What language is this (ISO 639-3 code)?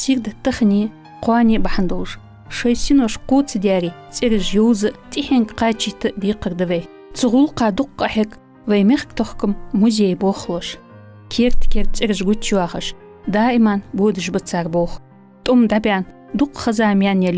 inh